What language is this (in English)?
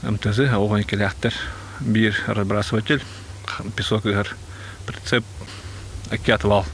Yakut